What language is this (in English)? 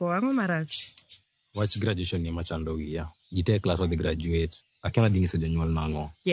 Luo (Kenya and Tanzania)